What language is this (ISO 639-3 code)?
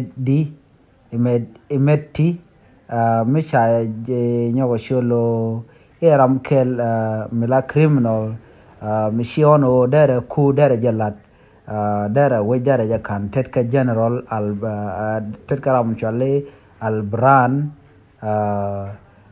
nus